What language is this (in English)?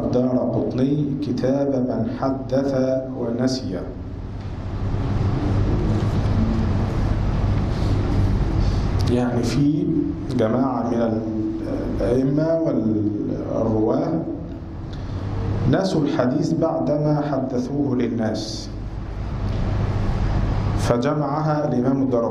Arabic